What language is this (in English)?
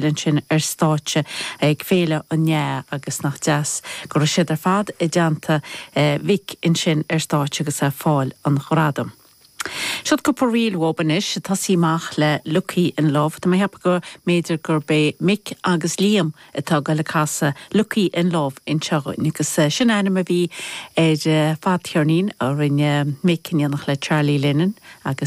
Irish